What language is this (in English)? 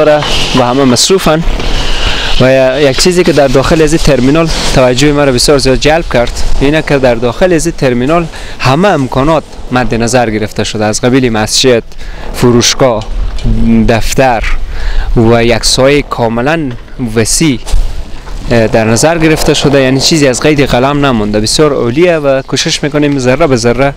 Persian